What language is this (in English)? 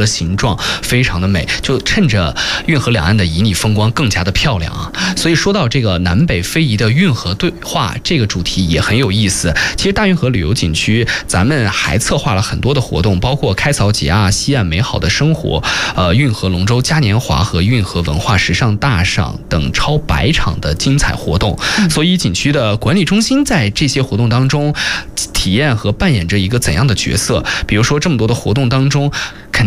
Chinese